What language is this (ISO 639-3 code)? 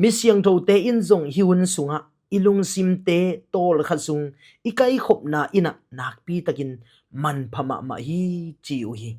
ctd